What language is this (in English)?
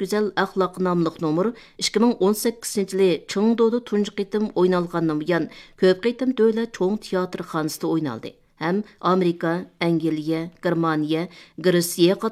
Uyghur